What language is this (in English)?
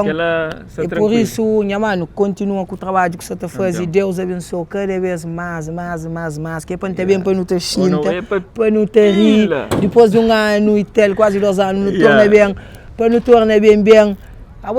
Kabuverdianu